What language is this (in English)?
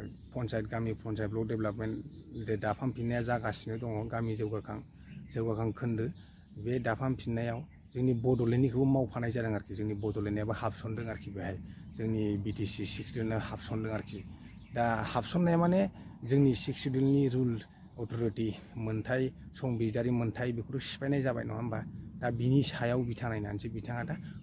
Bodo